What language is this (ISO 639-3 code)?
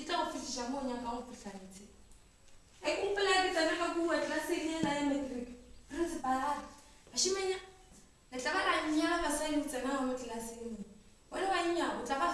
nso